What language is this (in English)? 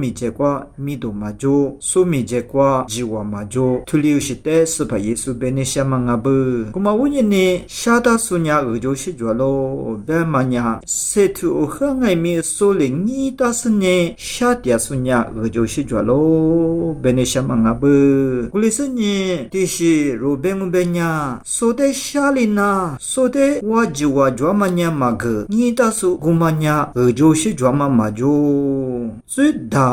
Lisu